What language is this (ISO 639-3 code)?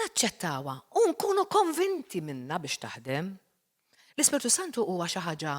mlt